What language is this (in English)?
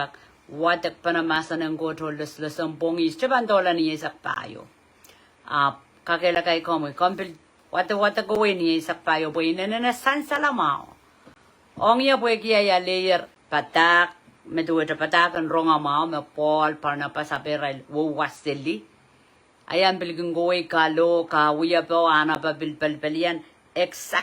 Pohnpeian